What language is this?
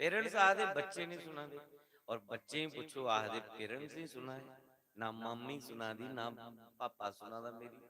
Dogri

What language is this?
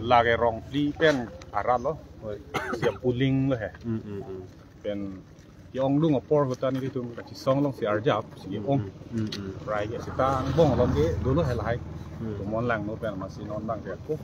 Karbi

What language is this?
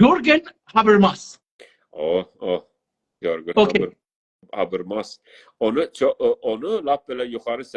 South Azerbaijani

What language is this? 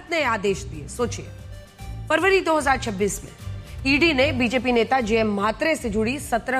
Hindi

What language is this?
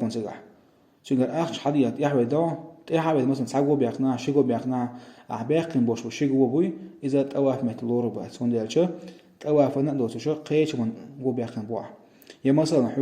Chechen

